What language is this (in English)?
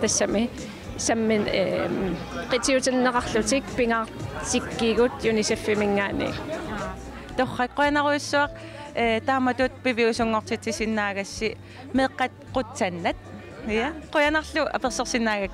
Kalaallisut